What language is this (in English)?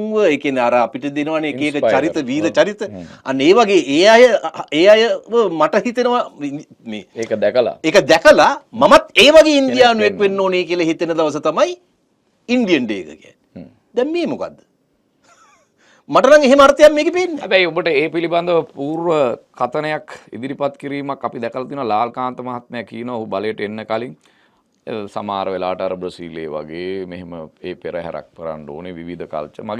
Sinhala